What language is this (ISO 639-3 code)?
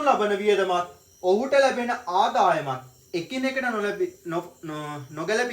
sin